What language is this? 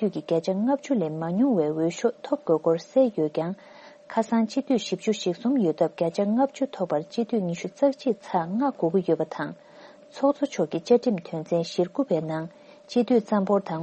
Tibetan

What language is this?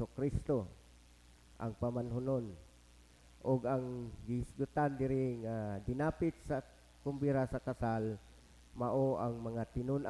Cebuano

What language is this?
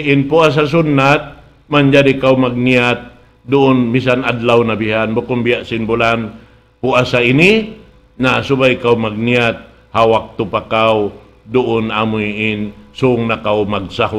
Tausug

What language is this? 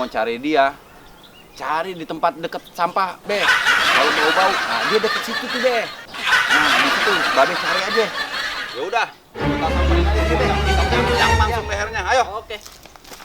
Betawi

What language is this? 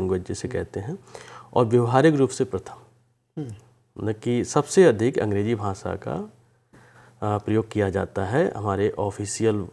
Hindi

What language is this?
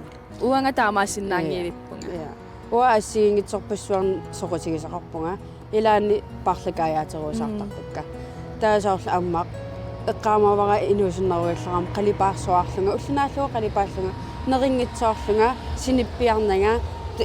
Kalaallisut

